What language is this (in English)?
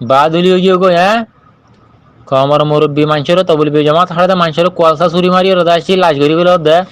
Rohingya